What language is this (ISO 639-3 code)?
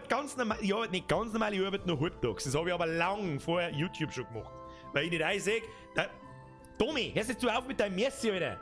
bar